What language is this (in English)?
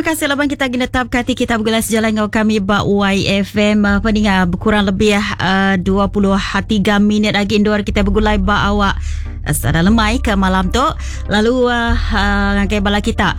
Iban